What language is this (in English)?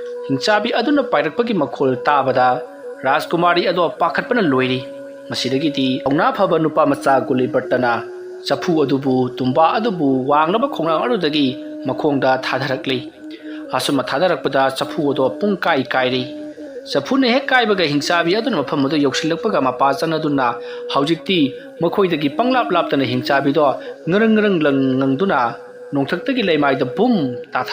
Manipuri